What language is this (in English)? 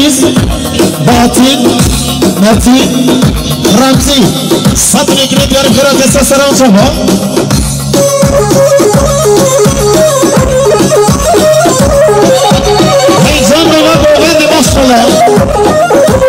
Kurdish